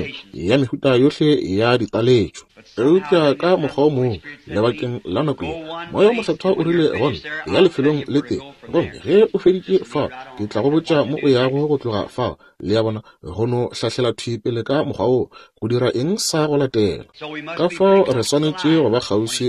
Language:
Northern Sotho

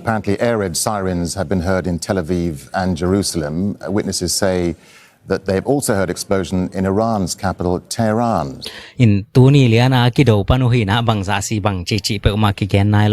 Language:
Tedim Chin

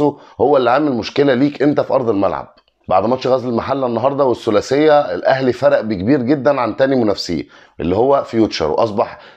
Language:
Egyptian Arabic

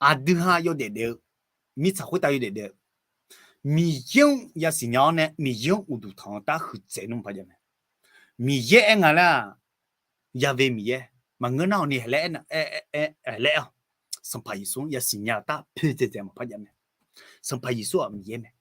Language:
Akha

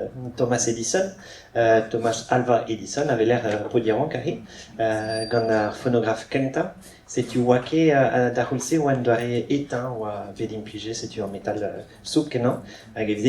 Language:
Breton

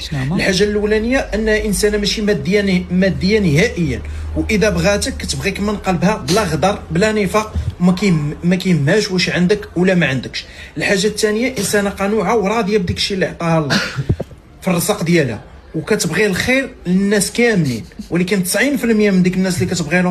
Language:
Moroccan Arabic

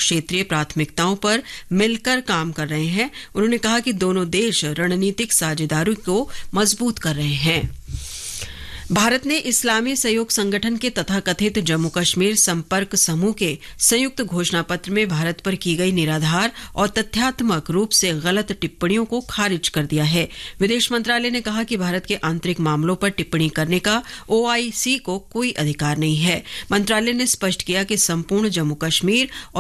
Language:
Hindi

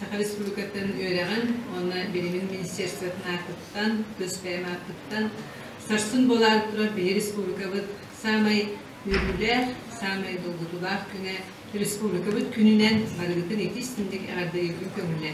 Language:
Yakut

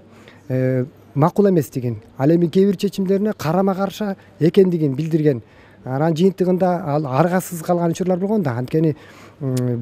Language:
Kyrgyz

